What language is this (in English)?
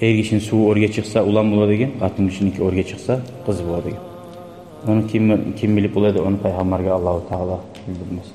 Kumyk